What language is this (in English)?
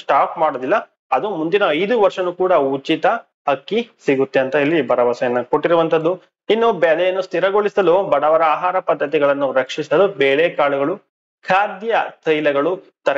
Kannada